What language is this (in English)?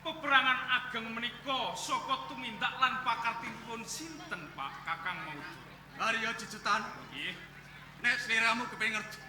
Javanese